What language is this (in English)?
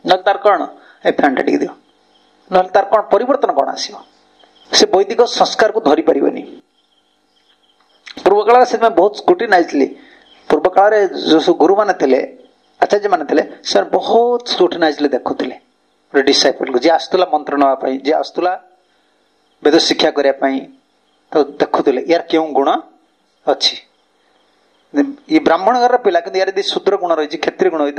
Odia